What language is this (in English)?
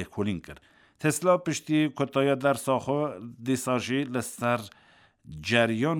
Kurdish